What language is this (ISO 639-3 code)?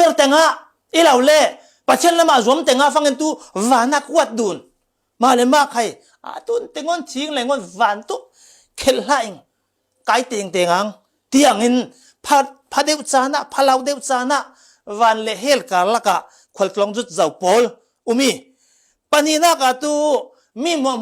cfm